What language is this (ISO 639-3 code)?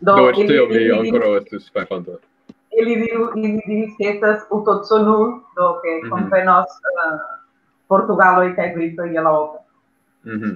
epo